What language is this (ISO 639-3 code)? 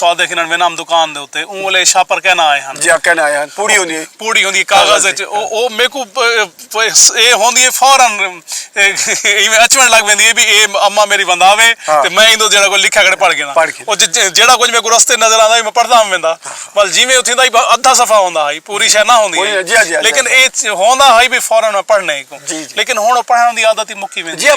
skr